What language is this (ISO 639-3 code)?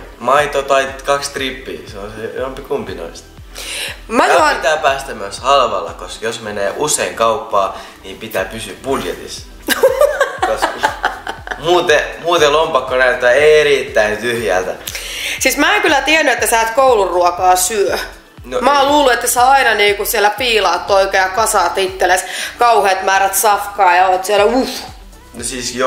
fin